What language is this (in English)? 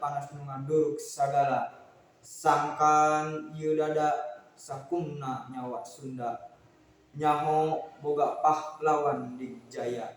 Sundanese